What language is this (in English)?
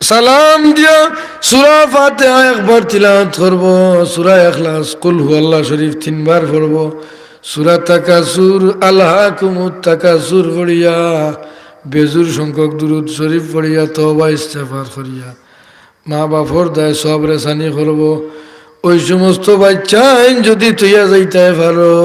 Sylheti